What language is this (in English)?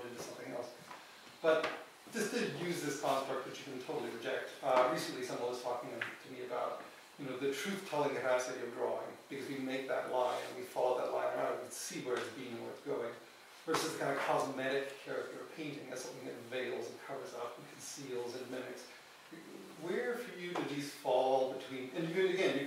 English